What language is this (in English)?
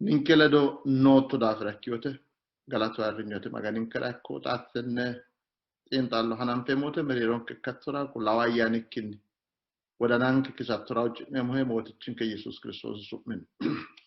Sidamo